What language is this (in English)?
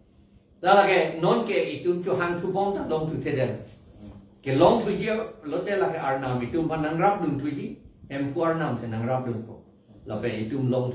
Karbi